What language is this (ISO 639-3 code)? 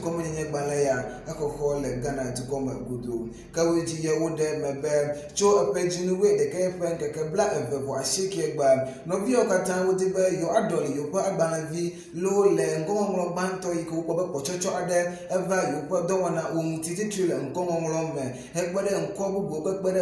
ewe